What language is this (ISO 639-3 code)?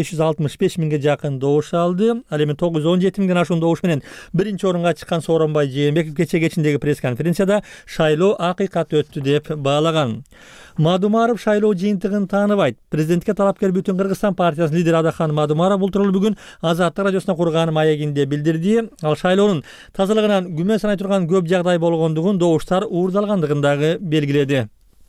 kir